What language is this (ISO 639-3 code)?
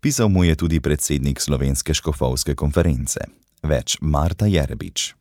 slv